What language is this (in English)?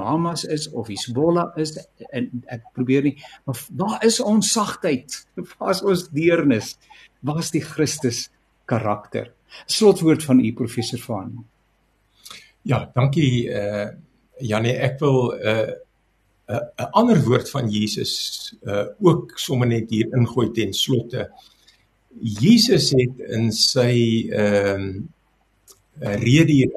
Afrikaans